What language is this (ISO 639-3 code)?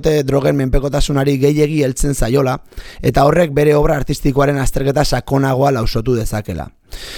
eus